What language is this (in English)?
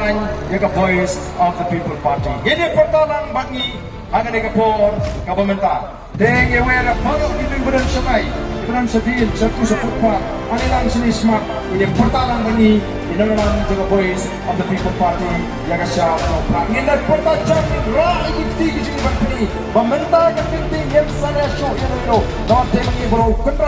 Khasi